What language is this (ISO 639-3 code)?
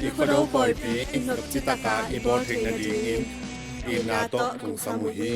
ctd